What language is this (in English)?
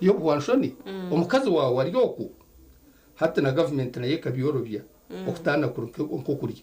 Nyankole